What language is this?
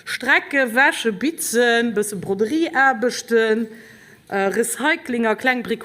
Luxembourgish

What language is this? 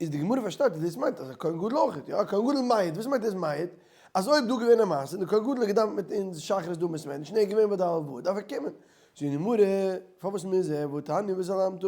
Yiddish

